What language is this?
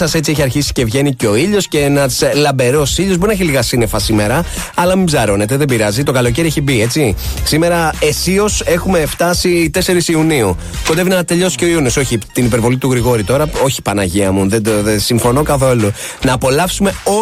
Greek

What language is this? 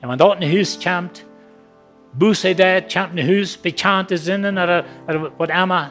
Plautdietsch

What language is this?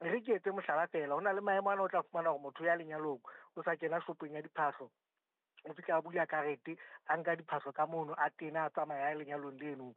Southern Sotho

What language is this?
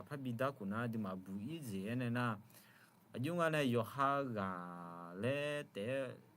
Akha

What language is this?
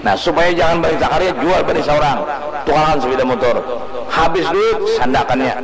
Banjar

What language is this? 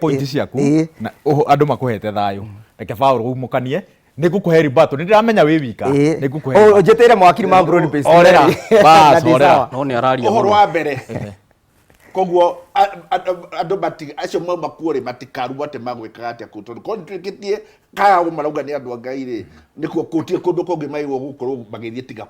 Kikuyu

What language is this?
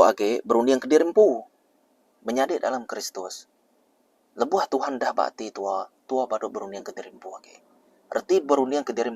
Iban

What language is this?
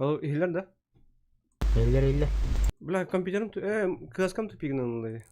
Yakut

